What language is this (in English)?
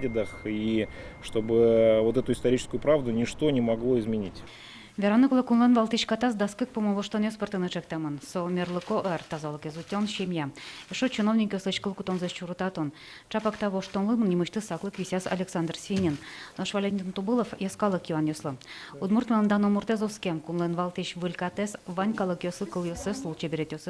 Udmurt